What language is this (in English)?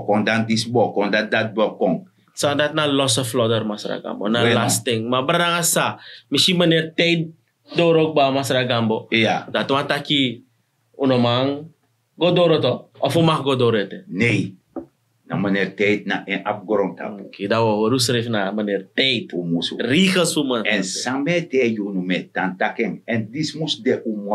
Sranan Tongo